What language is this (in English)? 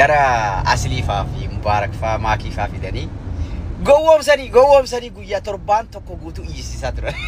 Oromo